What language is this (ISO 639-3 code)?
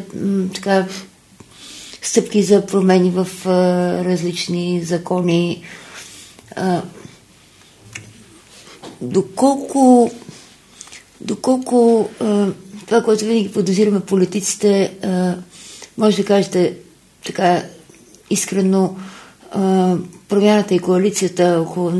bul